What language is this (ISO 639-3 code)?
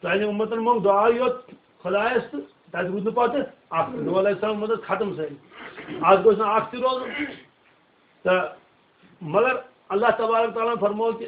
kas